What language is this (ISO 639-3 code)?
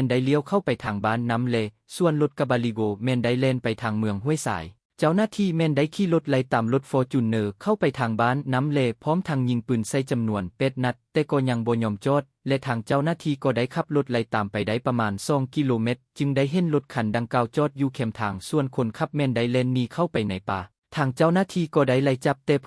lao